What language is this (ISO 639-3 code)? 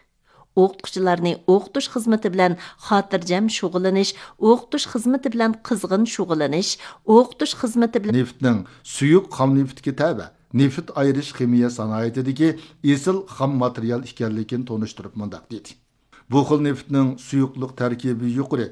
uig